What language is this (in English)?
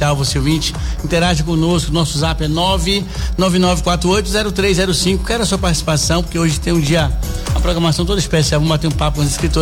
Portuguese